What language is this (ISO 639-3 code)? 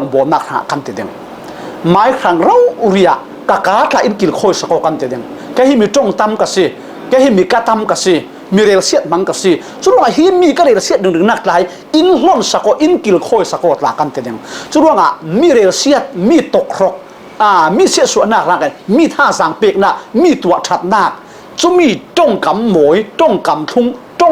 cfm